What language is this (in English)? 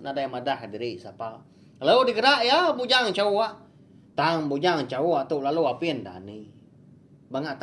Iban